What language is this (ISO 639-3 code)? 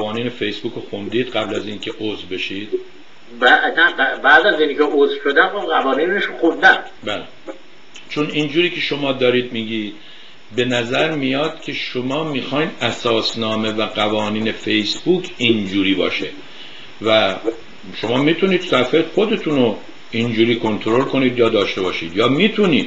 fas